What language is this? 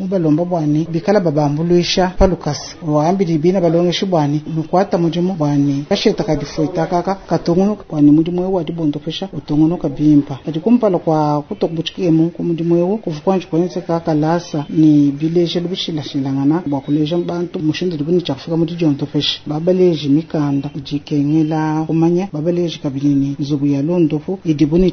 Luba-Lulua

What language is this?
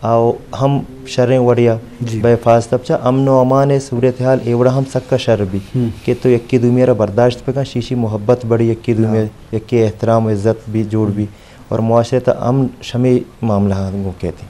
Eastern Balochi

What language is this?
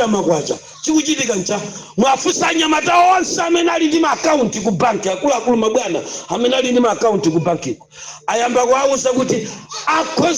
Nyanja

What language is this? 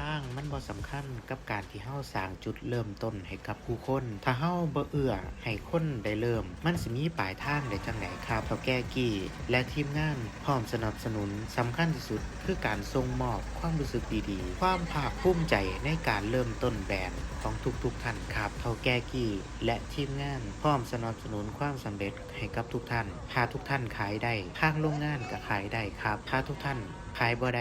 Northeastern Thai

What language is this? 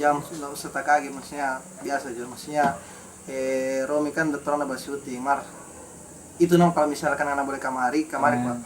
Manado Malay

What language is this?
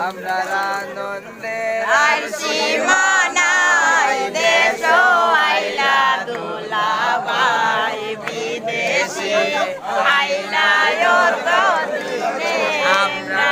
Sylheti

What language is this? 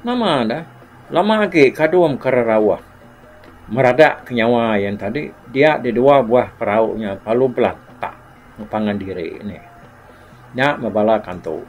Iban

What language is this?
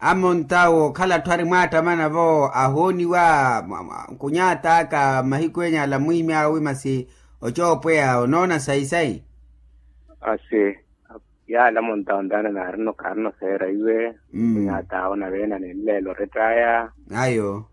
Makhuwa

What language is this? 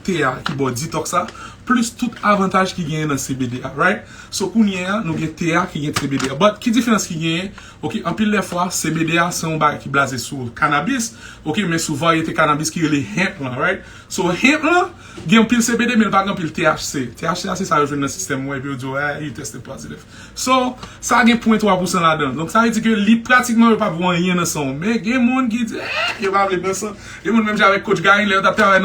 Haitian Creole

